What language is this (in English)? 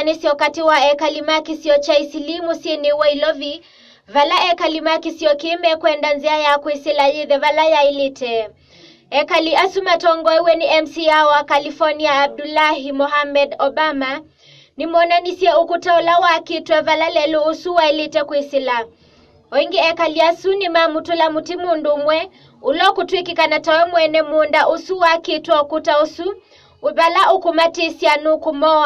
Kamba